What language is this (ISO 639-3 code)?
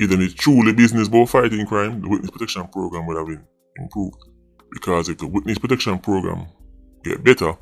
jam